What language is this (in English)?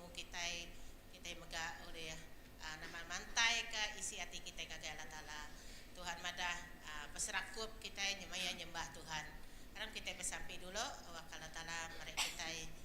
Iban